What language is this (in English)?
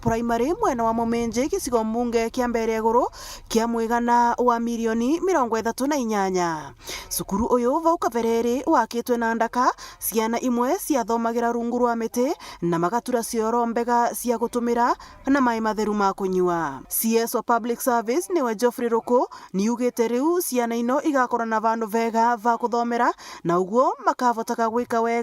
Meru